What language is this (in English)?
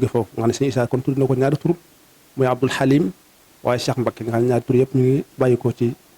Wolof